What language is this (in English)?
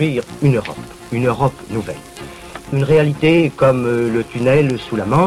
French